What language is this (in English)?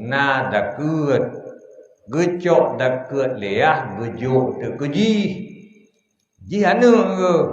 Achinese